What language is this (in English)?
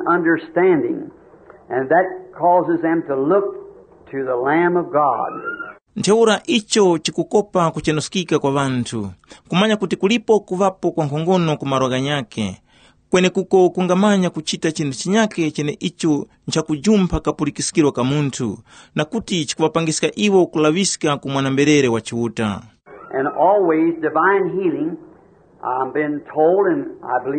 Tumbuka